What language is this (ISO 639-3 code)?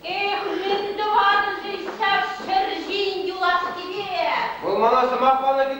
chv